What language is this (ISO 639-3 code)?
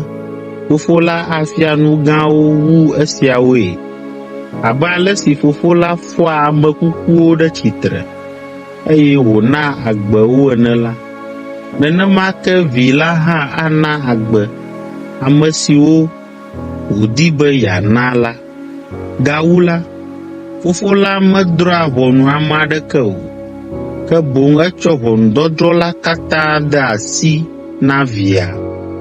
ewe